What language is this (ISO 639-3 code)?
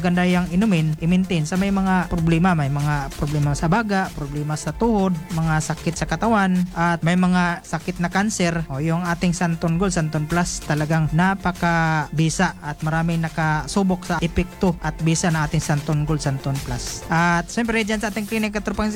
fil